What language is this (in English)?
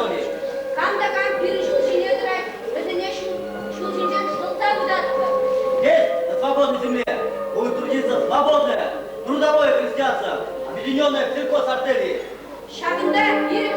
Chuvash